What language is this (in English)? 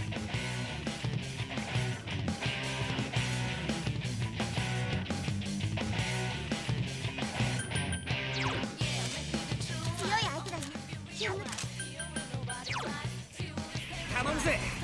Japanese